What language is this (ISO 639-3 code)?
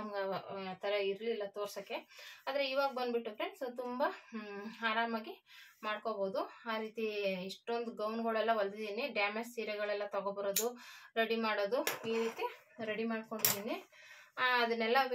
kan